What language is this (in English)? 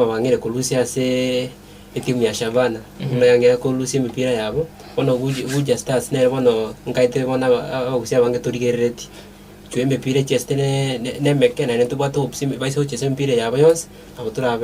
Gusii